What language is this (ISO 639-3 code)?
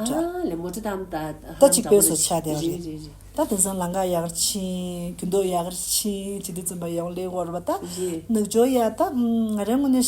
bod